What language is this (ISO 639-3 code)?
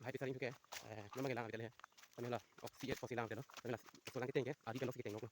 mjw